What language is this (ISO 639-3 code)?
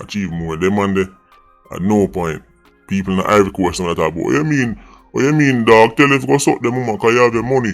jam